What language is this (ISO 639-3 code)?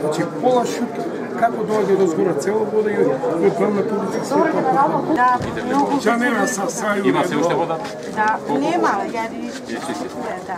mkd